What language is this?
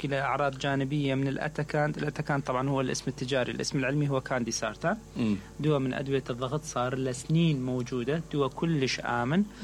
Mesopotamian Arabic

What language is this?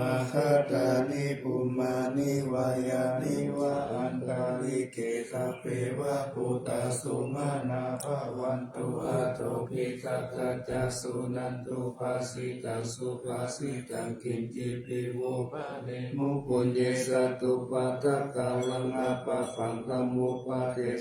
Pali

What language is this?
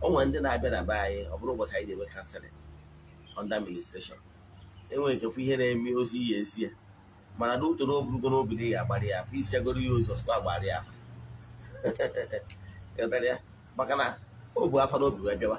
Igbo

